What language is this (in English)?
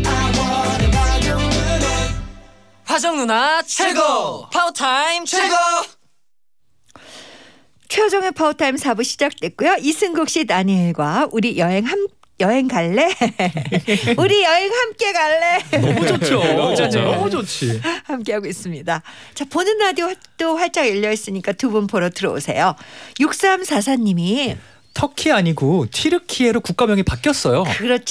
Korean